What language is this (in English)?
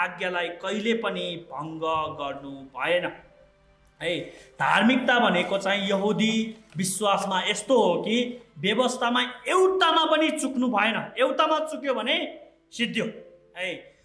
Nepali